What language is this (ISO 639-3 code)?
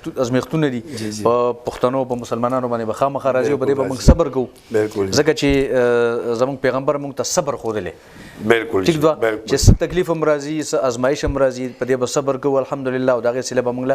pus